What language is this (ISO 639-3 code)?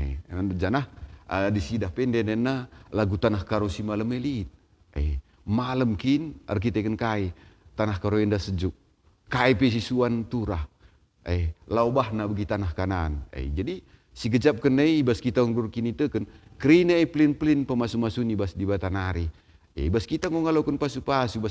btx